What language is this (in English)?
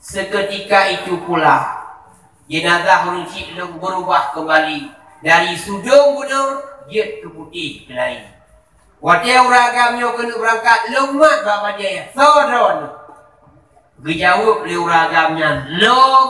Achinese